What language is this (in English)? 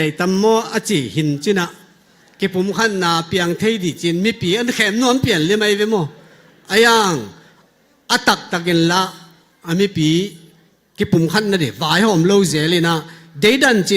Tedim Chin